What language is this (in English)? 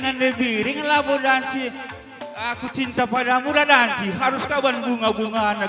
Batak Karo